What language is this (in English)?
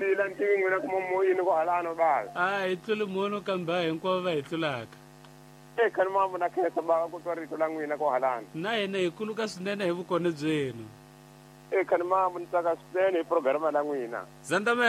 Tsonga